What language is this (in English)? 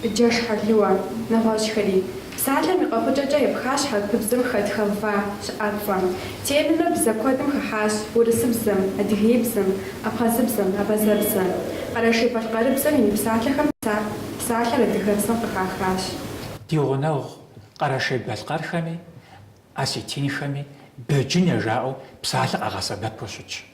Kabardian